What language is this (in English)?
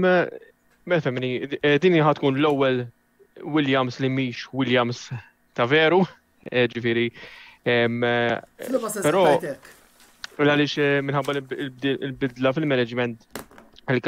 Maltese